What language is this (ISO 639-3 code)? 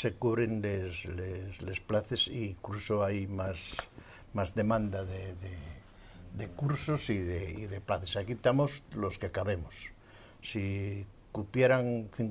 ast